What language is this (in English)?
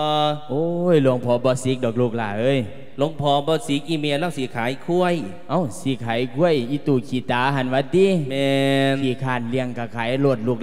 Lao